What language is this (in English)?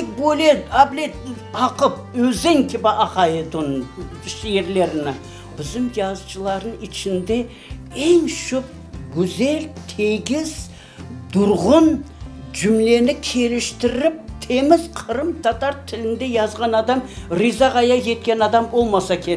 Crimean Tatar